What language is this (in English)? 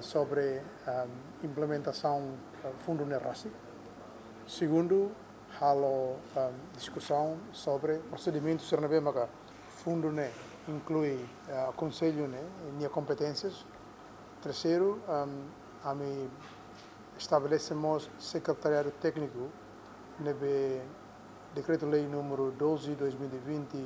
Tetum